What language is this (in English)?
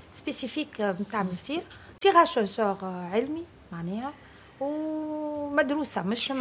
Tunisian Arabic